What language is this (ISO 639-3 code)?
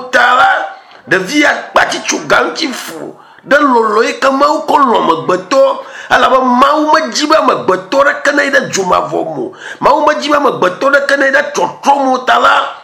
ewe